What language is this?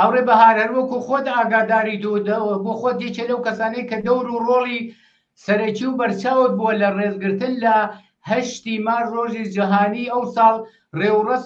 Central Kurdish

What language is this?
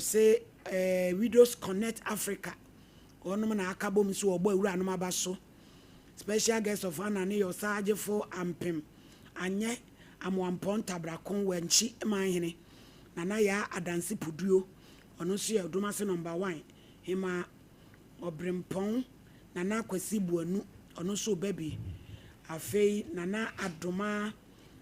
Akan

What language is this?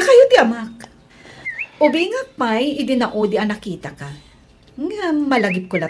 Iloko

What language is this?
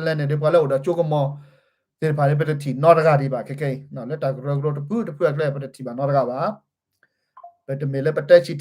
S'gaw Karen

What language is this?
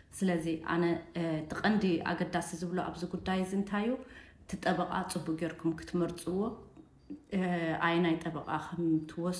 Tigrinya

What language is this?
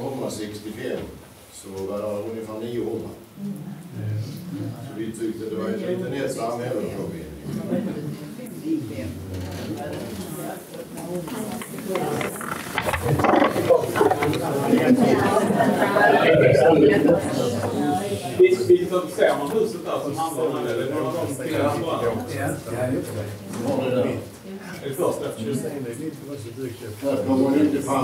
Swedish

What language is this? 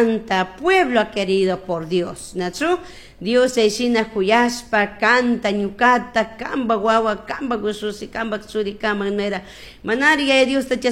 Chimborazo Highland Quichua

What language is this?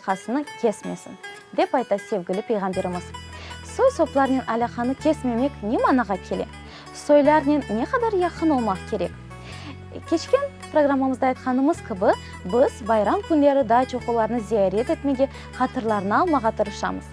Crimean Tatar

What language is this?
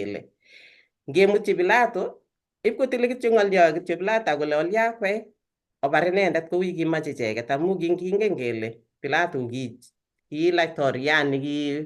Kalenjin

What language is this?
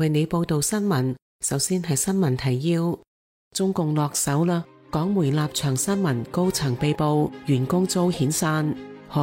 Cantonese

